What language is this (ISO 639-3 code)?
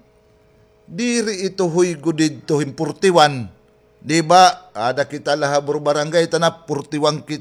war